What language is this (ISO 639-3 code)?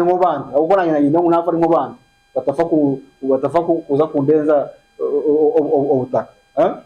nyn